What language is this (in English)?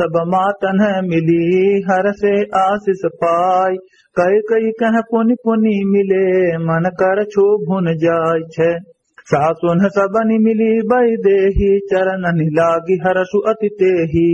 Awadhi